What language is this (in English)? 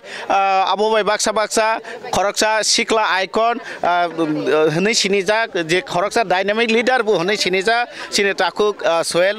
Kok Borok